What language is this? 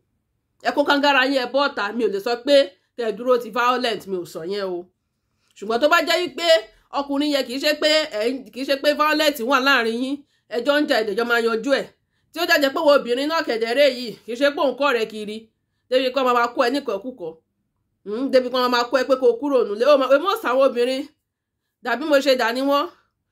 Yoruba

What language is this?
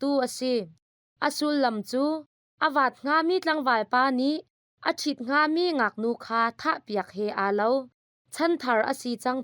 Hakha Chin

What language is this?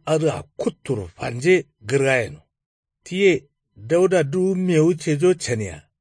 Kanuri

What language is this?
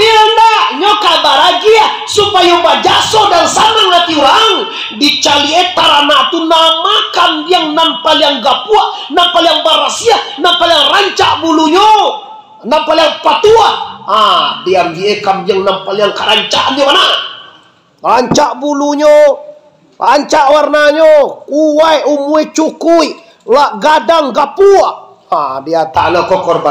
Minangkabau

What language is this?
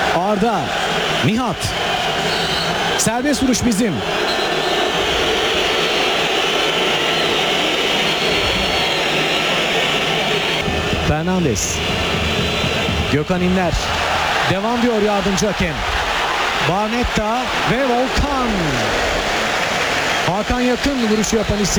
Turkish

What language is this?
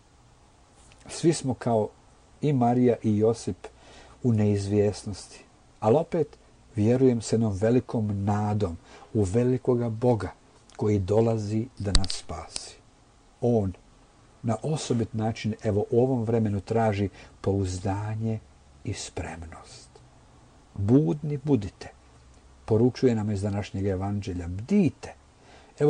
Croatian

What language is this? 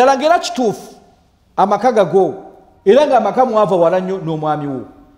Ganda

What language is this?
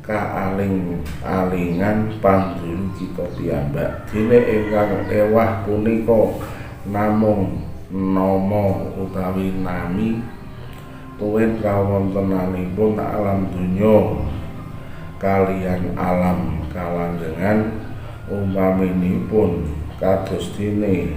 Javanese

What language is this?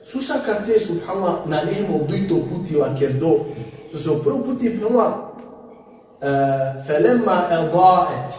Balkan Romani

